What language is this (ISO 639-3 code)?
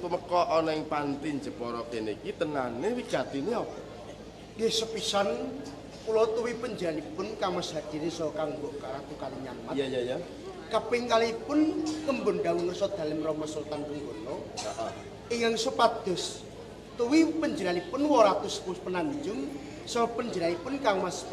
jav